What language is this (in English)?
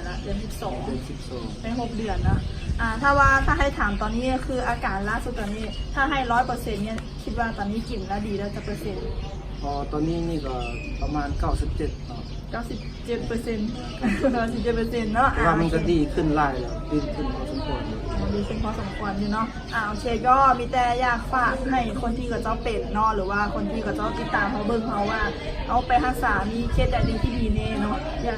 Lao